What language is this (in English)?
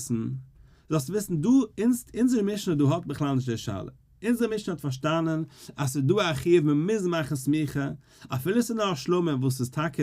Yiddish